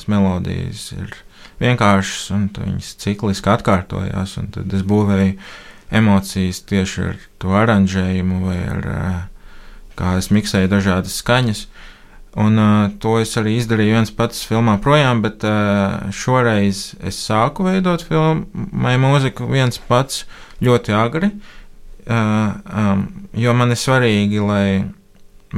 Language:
Latvian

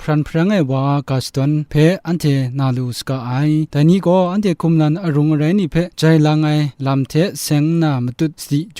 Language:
Kachin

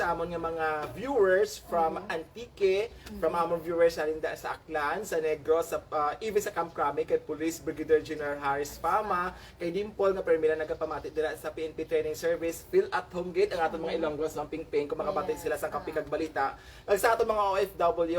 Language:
Hiligaynon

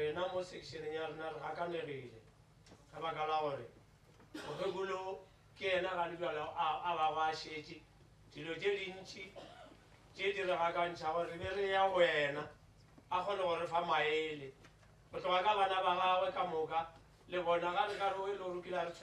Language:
Northern Sotho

